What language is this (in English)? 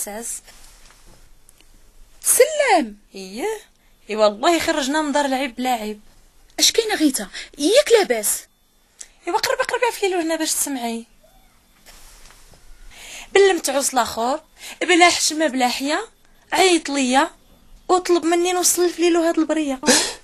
Moroccan Arabic